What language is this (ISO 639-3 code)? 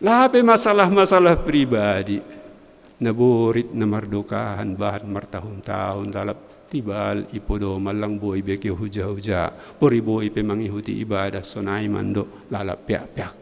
bts